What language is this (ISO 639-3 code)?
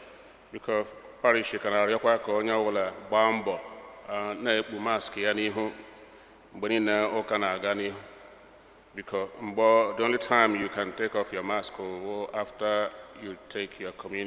ibo